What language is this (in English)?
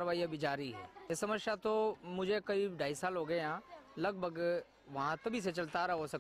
Hindi